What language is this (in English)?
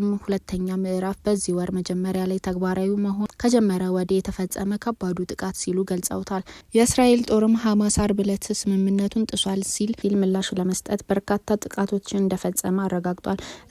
Amharic